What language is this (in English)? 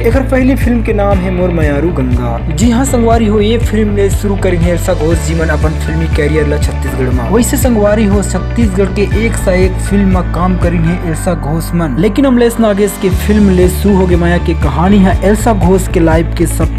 Chhattisgarhi